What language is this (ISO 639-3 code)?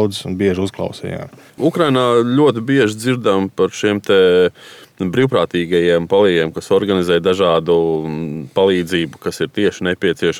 lav